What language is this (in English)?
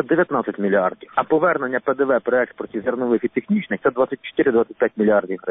Ukrainian